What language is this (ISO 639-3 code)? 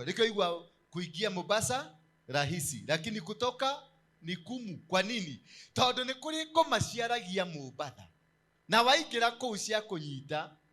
kik